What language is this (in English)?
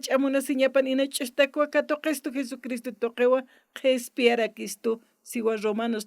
Aymara